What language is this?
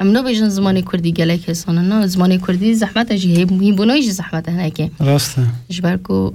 Kurdish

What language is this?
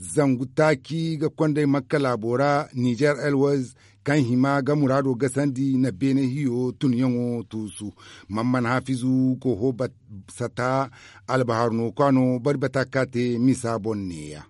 Zarma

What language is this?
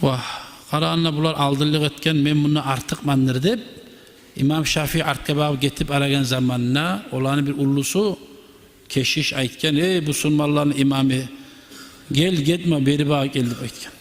Kumyk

